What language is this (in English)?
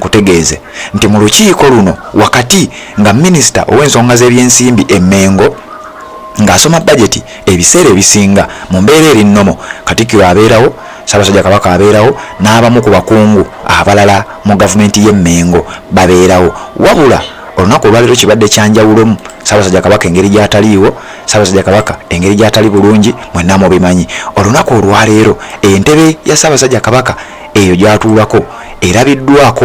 Ganda